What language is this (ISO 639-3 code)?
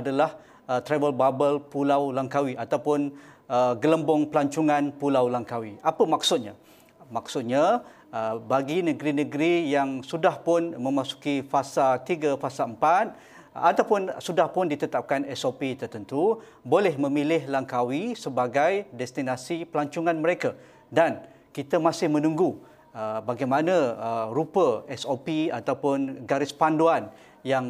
msa